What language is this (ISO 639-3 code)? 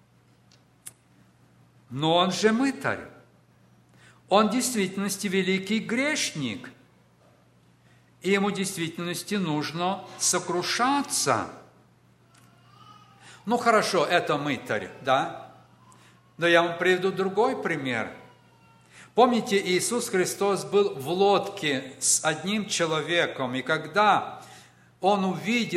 rus